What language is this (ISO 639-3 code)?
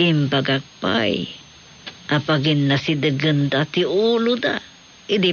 ilo